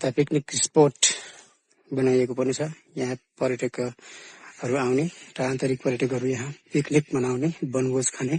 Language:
Nepali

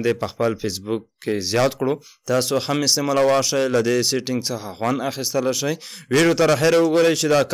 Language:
Pashto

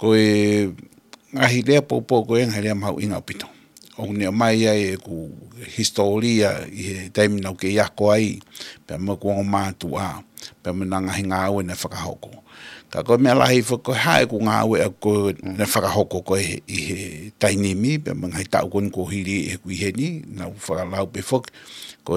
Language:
Tongan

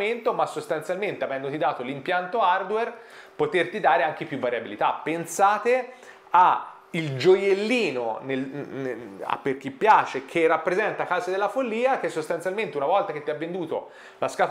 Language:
Italian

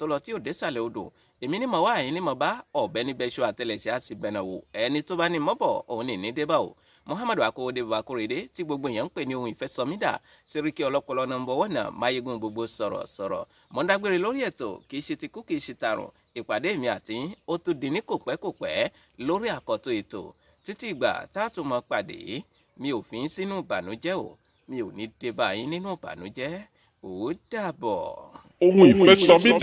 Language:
Yoruba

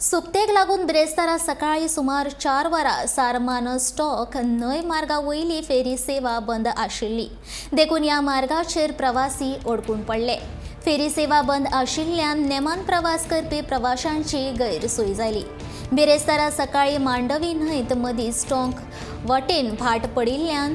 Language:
Konkani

